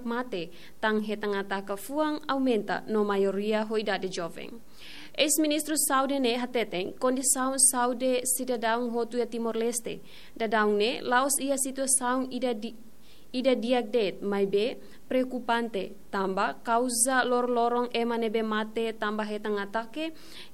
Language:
Tetum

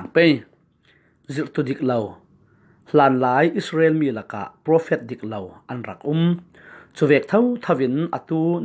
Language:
Falam Chin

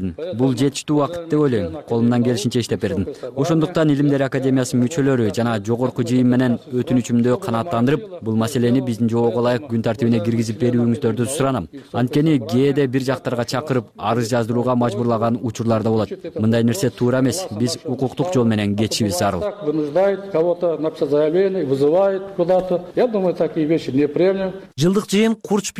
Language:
Kyrgyz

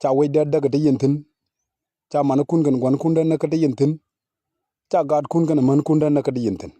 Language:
Nuer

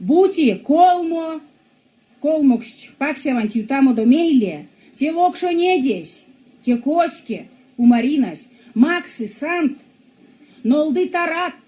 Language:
Erzya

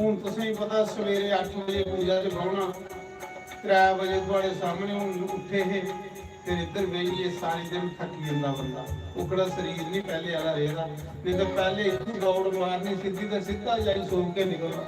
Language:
Dogri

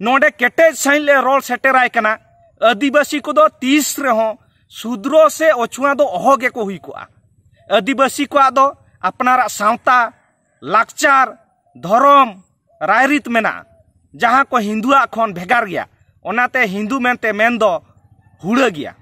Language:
Santali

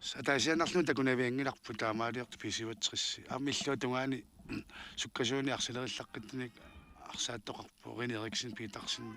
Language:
Kalaallisut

